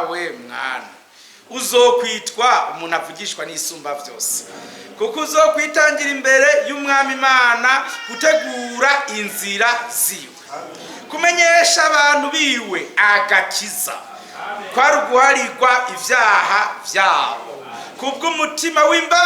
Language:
Rundi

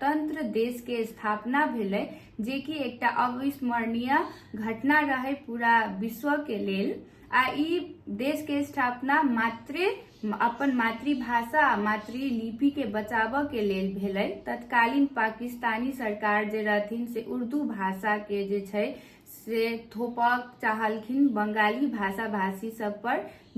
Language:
Maithili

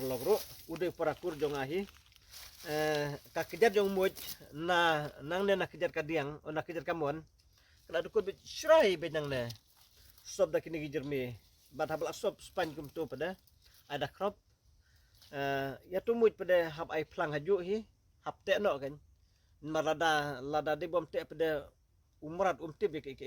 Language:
Khasi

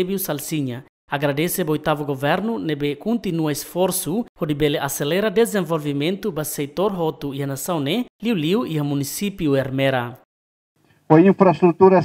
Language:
Tetum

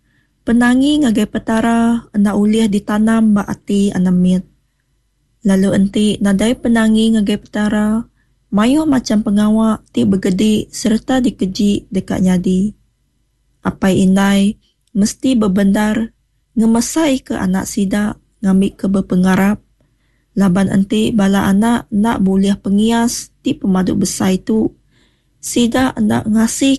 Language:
Iban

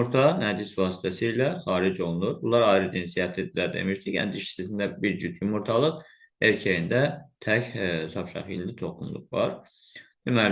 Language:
Azerbaijani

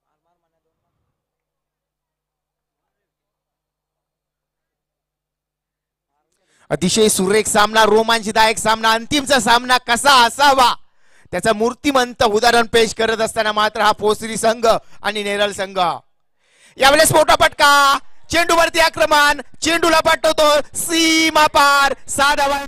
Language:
Marathi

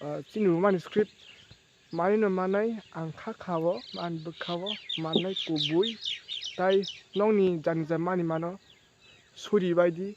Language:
Kok Borok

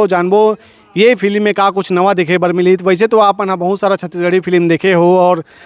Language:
Chhattisgarhi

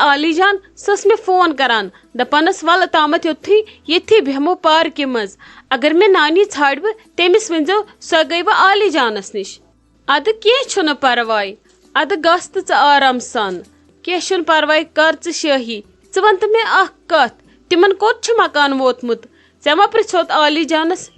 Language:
Kashmiri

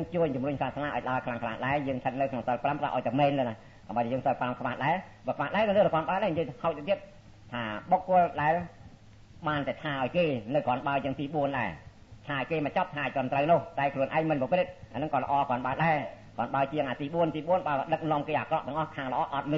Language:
Khmer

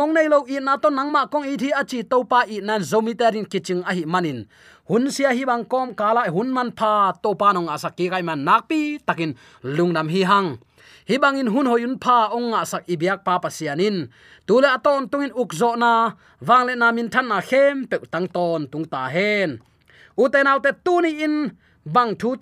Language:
Tedim Chin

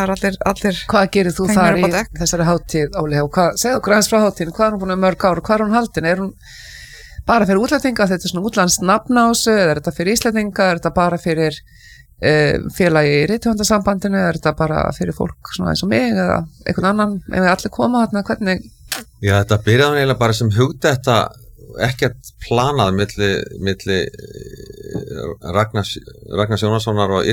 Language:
Icelandic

